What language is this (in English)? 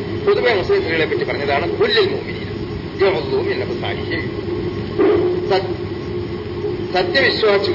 Malayalam